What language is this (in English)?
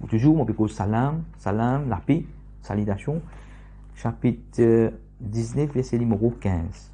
Morisyen